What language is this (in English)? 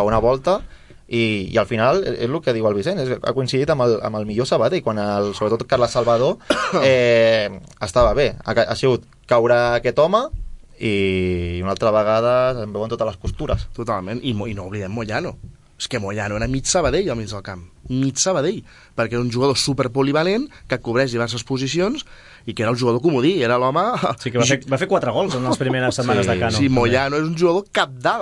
Catalan